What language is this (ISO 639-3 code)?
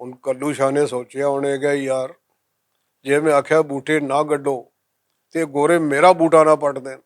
lah